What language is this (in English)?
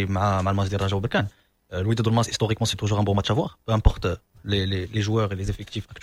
Moroccan Arabic